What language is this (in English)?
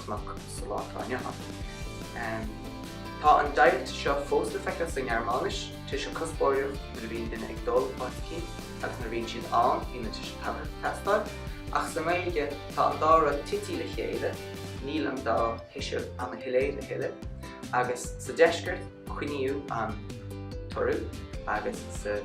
Irish